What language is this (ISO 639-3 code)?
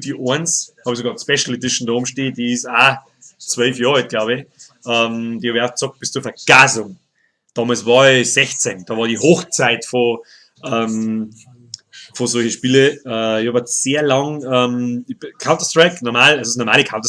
bar